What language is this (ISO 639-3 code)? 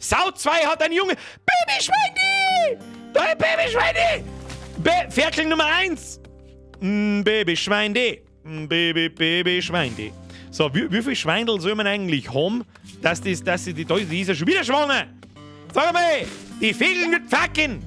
bar